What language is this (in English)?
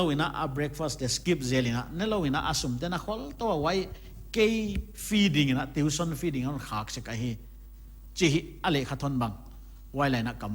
Paite Chin